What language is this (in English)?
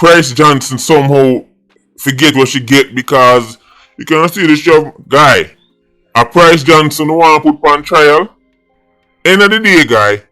Jamaican Creole English